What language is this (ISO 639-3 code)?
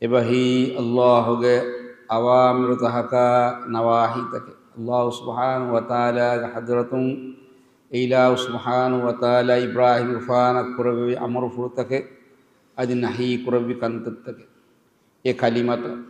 div